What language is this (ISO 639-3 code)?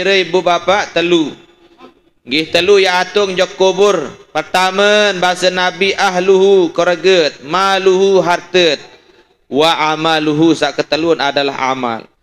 sas